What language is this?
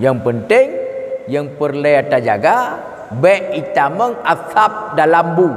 Achinese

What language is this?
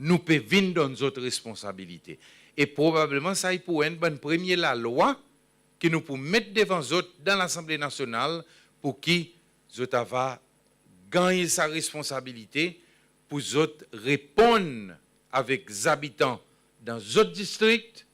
Seselwa Creole French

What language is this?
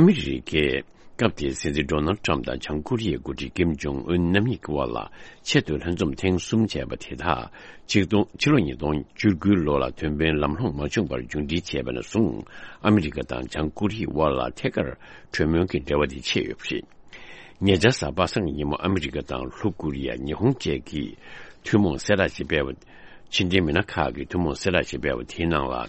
Tibetan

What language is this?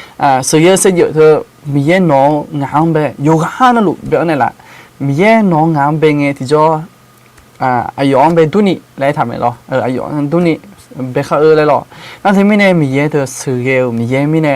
Akha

